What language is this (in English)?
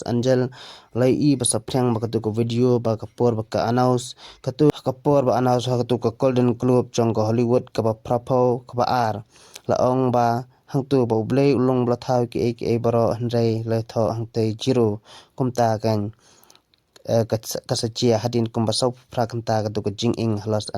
Khasi